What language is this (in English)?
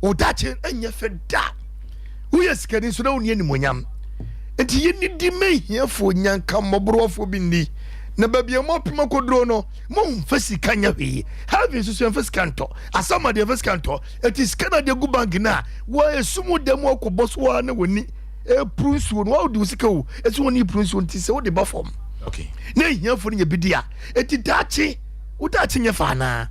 Akan